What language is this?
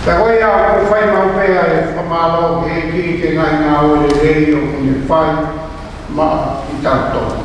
Tongan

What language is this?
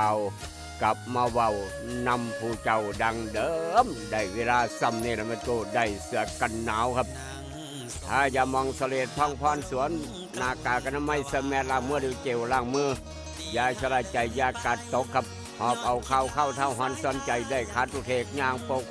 Northeastern Thai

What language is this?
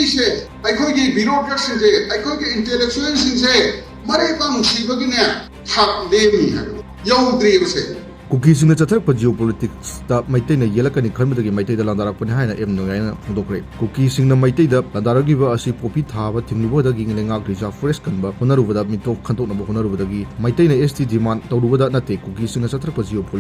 Manipuri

